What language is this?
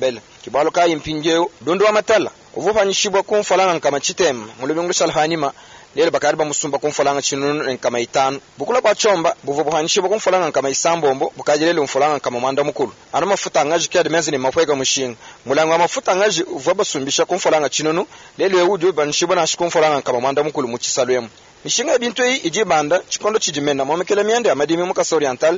Luba-Lulua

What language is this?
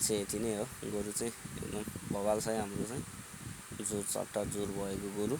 Nepali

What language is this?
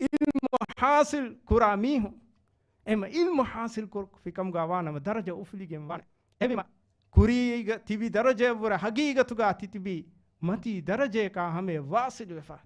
Divehi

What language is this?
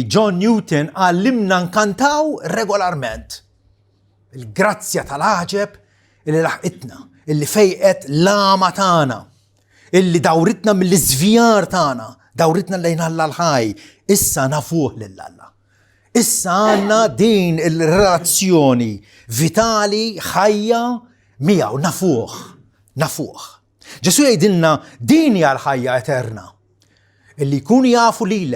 Maltese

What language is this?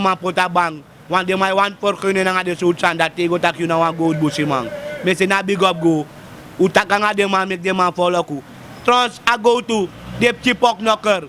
Sranan Tongo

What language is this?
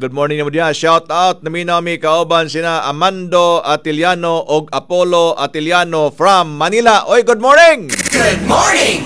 Cebuano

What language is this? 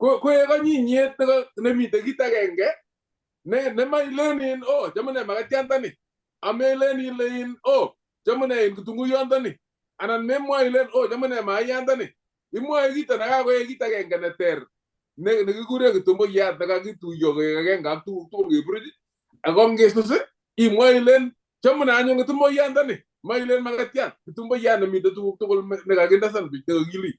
Kalenjin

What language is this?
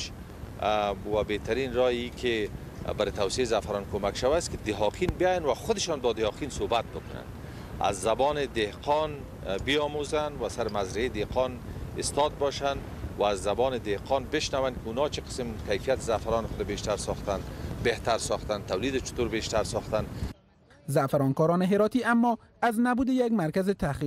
Persian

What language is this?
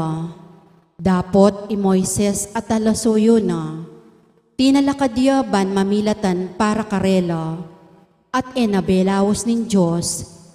Pampanga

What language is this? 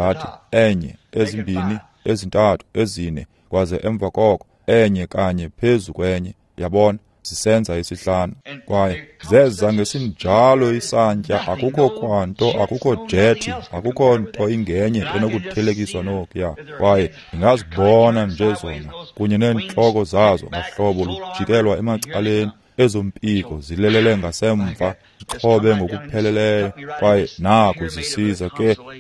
Xhosa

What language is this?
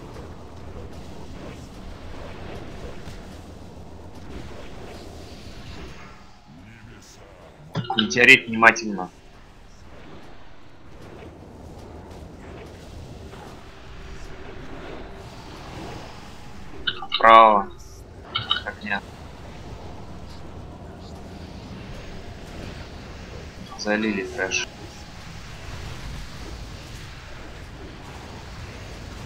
Russian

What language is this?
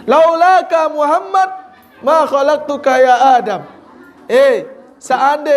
Sasak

